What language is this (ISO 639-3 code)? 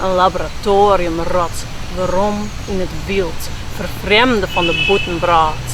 fry